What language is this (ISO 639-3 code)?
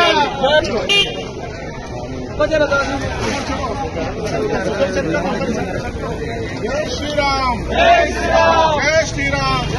tel